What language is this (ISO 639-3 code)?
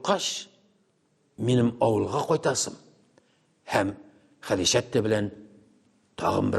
tat